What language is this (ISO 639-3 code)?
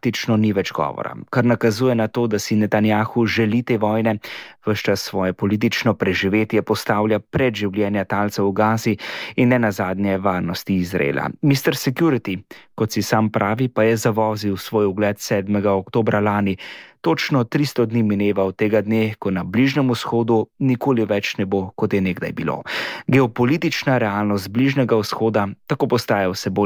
slv